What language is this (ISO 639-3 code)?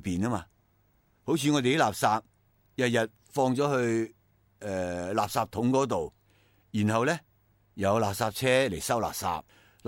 yue